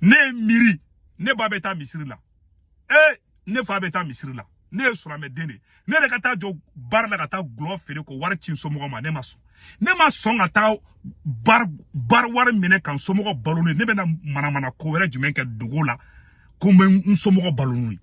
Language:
Bambara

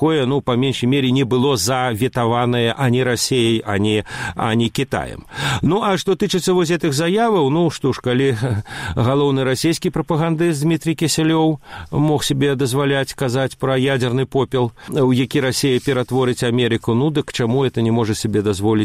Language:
Belarusian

